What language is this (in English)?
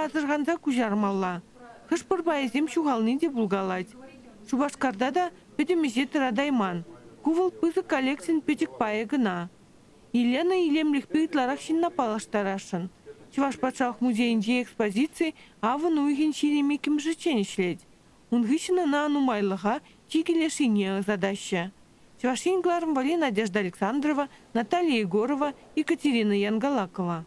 Chuvash